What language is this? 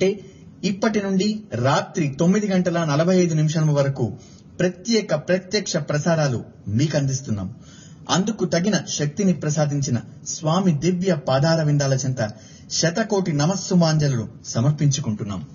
Telugu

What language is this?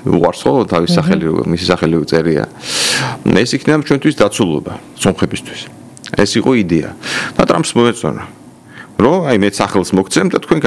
Georgian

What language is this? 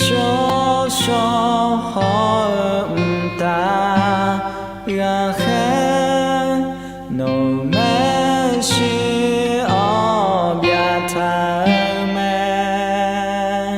Akha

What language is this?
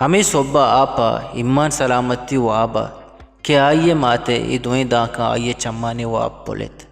Eastern Balochi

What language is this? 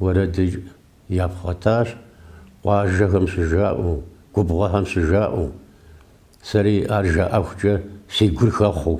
Kabardian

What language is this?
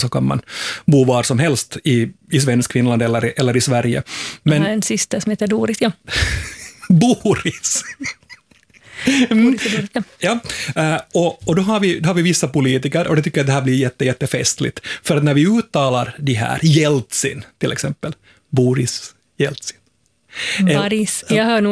Swedish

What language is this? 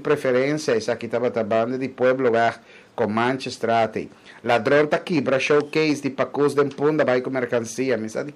Papiamento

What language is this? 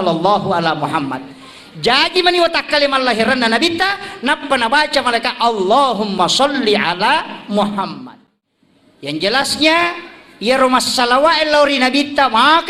Buginese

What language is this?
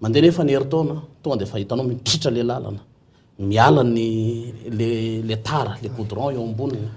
Malagasy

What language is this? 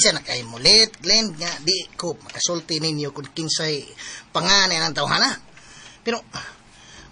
Cebuano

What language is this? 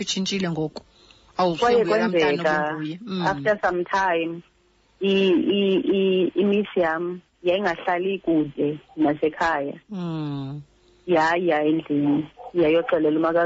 Xhosa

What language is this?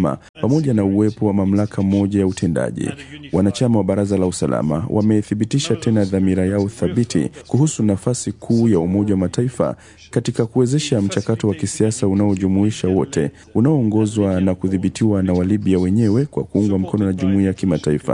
Swahili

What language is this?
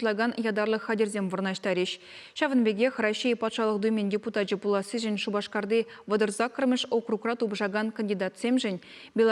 Chuvash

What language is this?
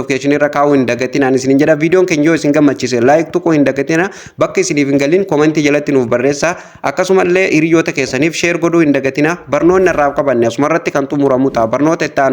Oromo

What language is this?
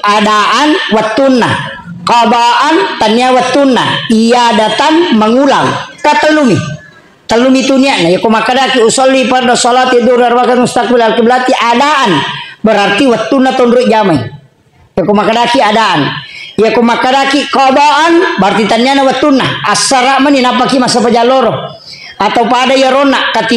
Buginese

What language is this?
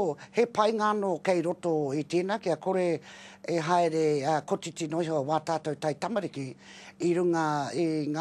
Māori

